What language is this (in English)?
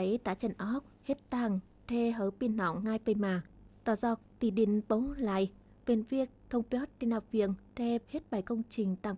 Tày